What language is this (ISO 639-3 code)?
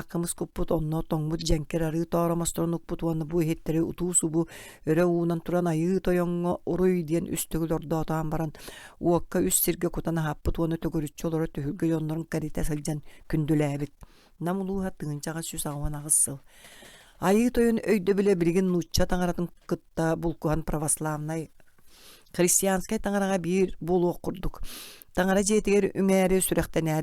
sah